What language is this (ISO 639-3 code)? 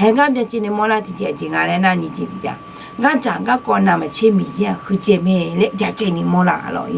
ahk